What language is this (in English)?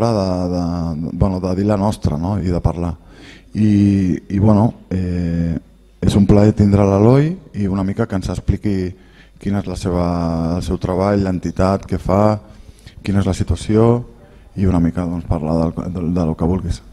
Catalan